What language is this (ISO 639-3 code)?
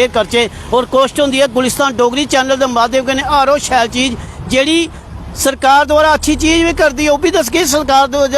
doi